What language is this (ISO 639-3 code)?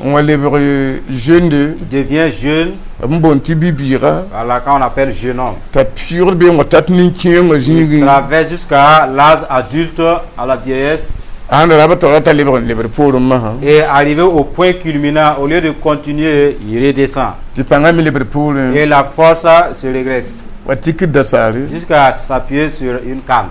mos